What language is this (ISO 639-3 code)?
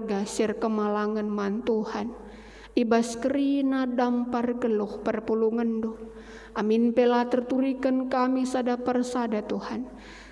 btx